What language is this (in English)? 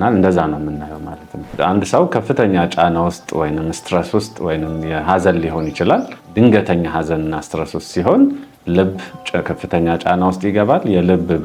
Amharic